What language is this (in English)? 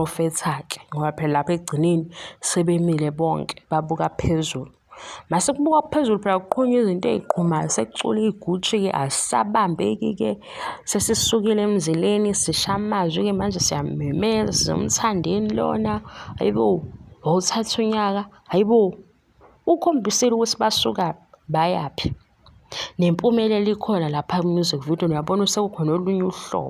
Zulu